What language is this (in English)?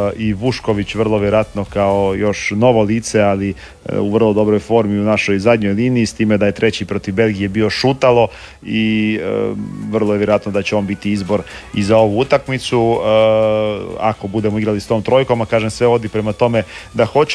Croatian